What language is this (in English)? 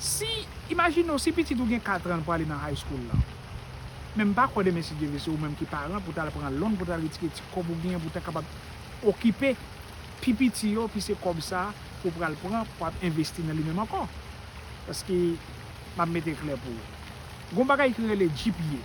Haitian Creole